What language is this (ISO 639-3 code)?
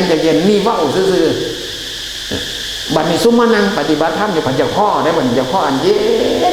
tts